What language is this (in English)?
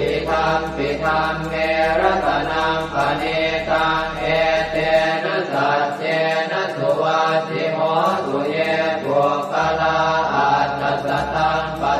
Pali